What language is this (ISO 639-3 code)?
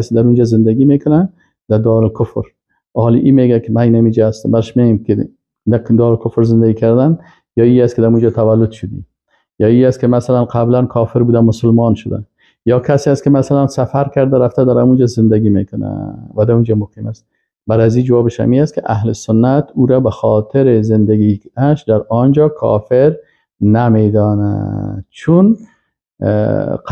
fas